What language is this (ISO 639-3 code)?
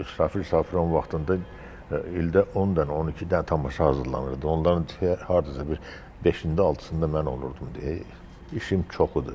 aze